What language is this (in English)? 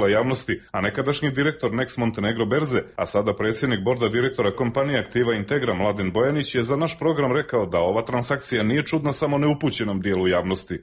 Serbian